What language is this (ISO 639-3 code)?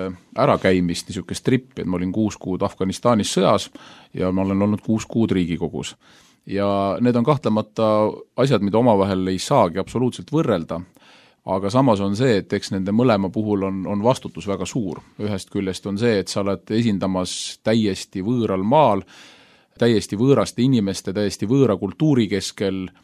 est